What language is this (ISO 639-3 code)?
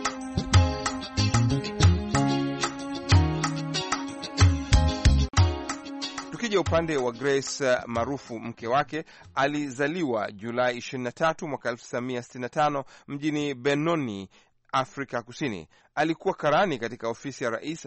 swa